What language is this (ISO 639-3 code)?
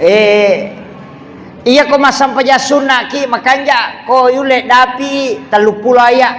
bug